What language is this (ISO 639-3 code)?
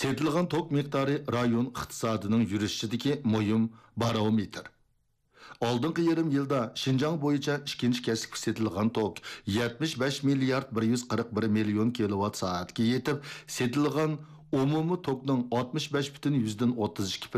uig